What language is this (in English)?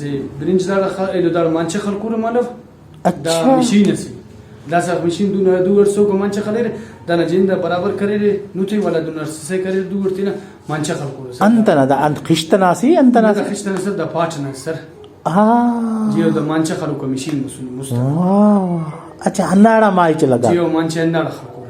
Brahui